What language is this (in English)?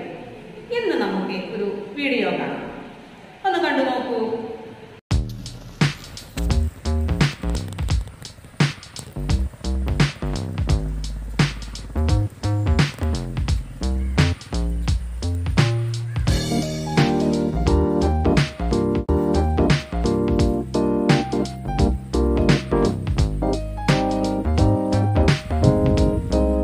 Malayalam